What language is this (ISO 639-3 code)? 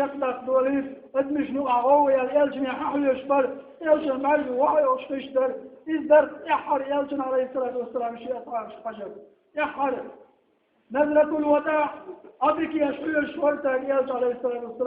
che